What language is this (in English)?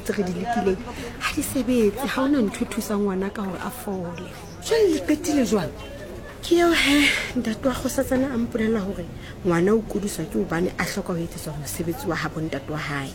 Southern Sotho